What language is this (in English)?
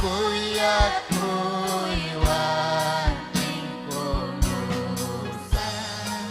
Ayacucho Quechua